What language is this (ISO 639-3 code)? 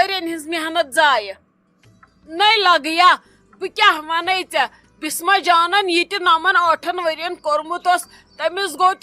kas